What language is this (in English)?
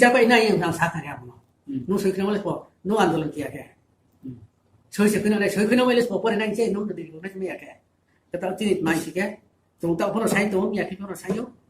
Riang (India)